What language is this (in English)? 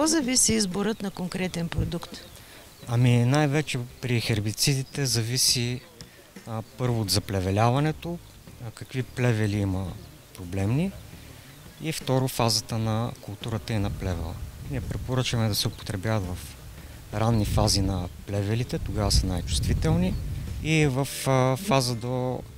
Bulgarian